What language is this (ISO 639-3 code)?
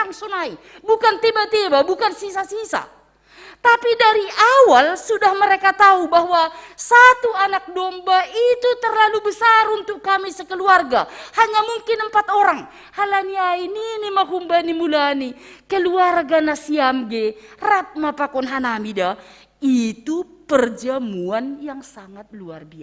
bts